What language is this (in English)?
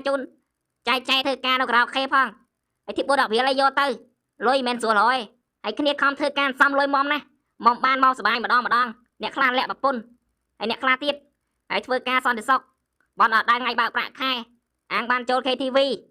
Khmer